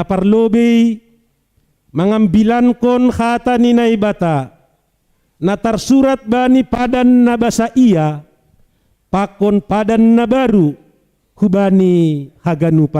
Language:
Batak Simalungun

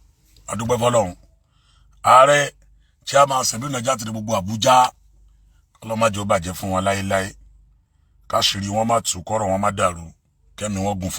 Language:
Yoruba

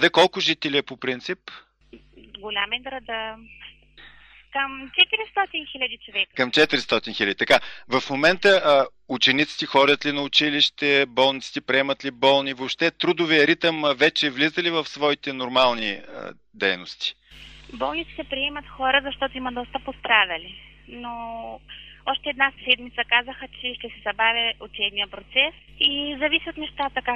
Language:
Bulgarian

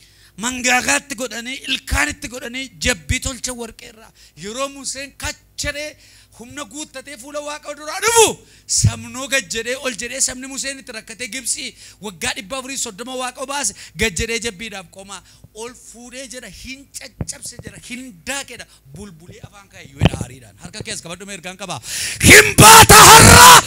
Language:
Oromo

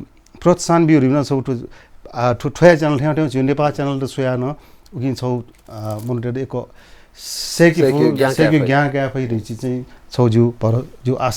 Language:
Newari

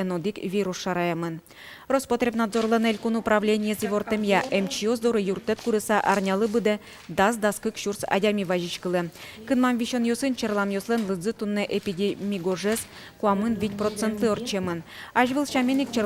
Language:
Udmurt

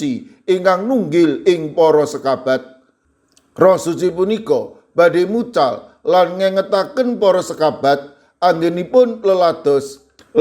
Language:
Javanese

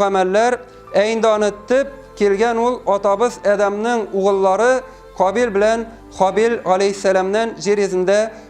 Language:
Tatar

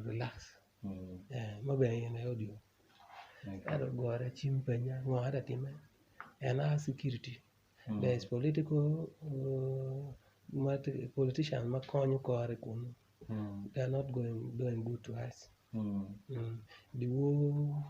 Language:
Acoli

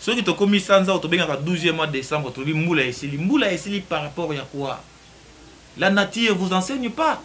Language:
Lingala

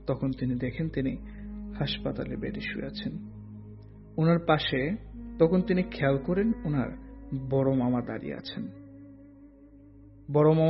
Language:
Bangla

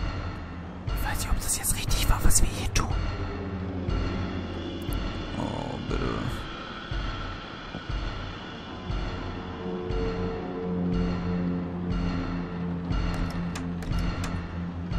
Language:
German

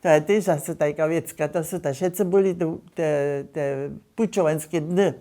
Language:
Upper Sorbian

